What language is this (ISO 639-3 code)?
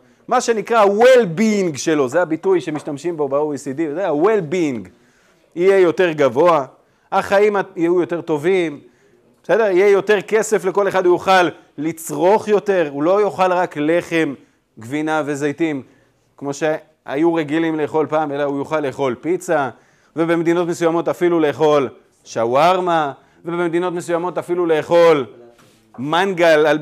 heb